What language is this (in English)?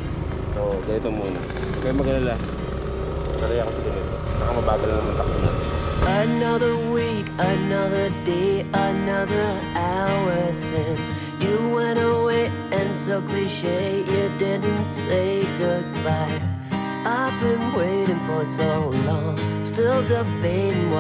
Filipino